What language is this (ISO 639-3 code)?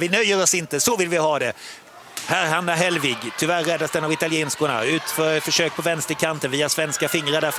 swe